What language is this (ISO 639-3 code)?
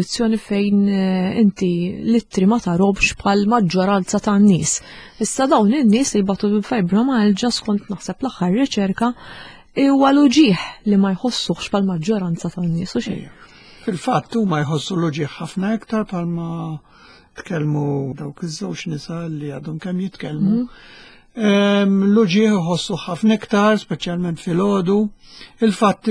mlt